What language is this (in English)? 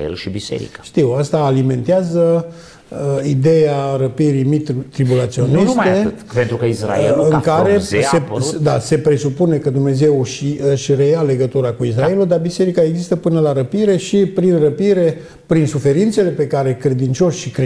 Romanian